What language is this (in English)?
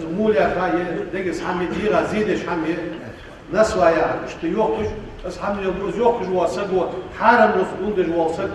Ingush